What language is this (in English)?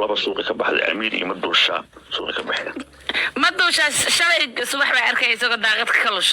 Somali